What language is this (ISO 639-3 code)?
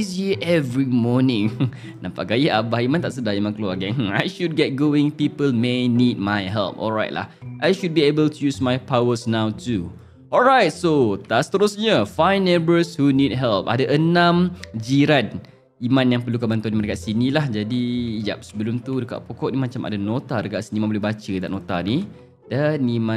msa